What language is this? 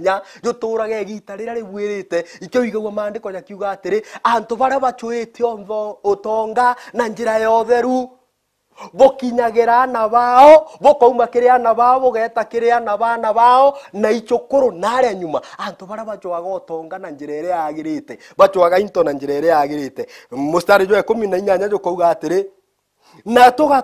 Meru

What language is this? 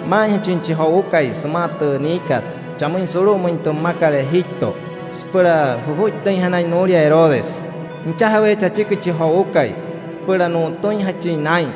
Wayuu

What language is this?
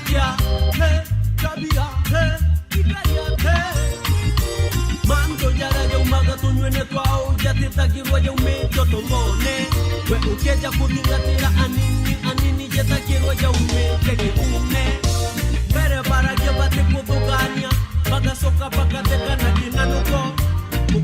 Meru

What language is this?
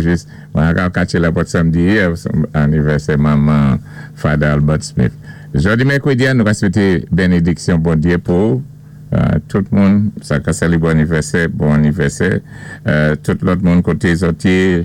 Saint Lucian Creole French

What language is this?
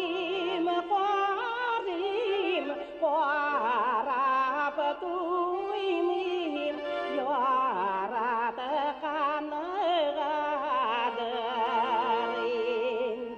Bashkir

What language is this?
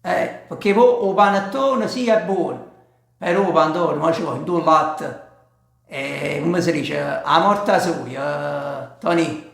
Neapolitan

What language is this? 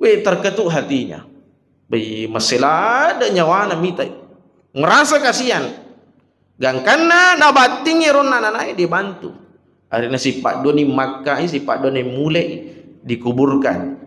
Buginese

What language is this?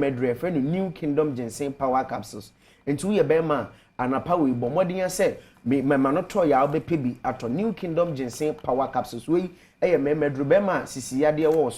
Akan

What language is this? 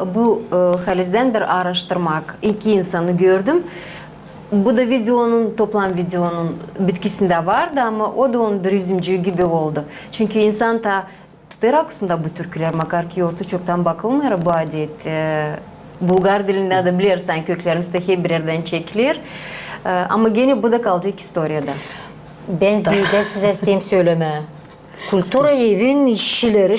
Gagauz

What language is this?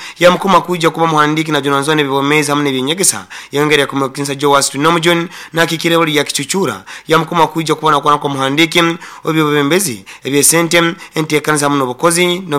Nyoro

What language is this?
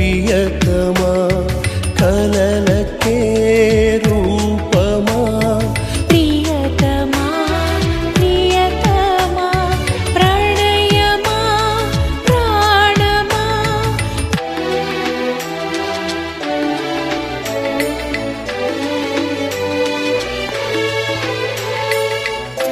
Telugu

